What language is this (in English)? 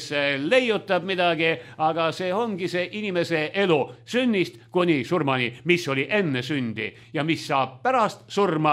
Estonian